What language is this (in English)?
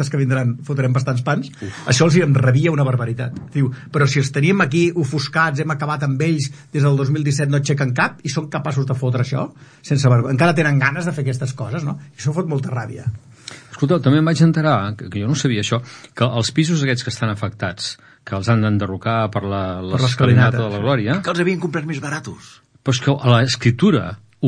Catalan